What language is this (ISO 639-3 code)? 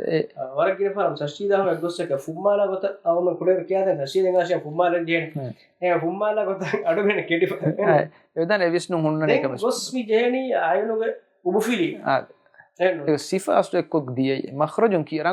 div